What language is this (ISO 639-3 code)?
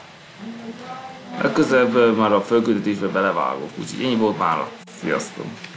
hun